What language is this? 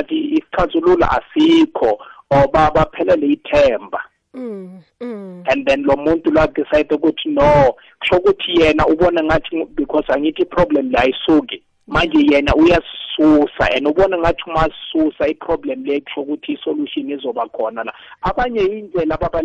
South Ndebele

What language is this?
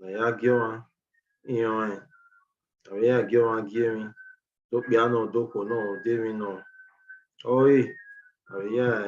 Bini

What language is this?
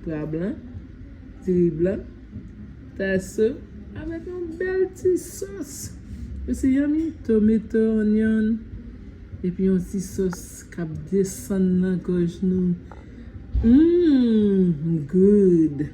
Haitian Creole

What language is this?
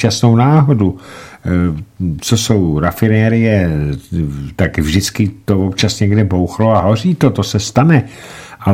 Czech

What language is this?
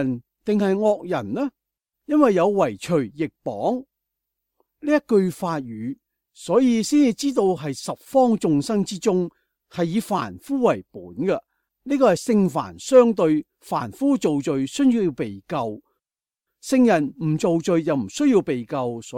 Cantonese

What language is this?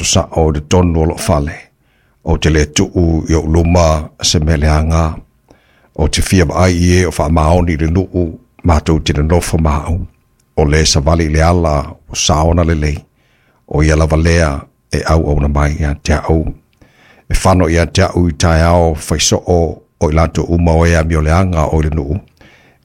Samoan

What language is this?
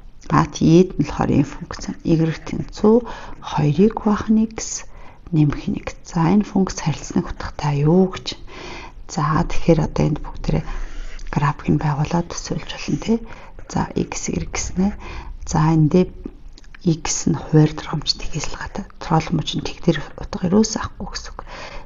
Mongolian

